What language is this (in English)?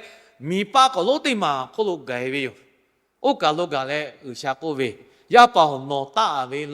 Lahu